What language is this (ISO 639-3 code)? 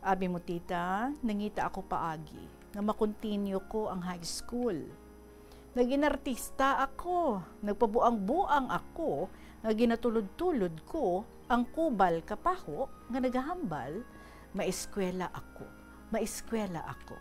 hil